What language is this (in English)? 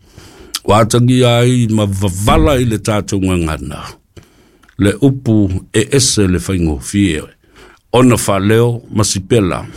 Samoan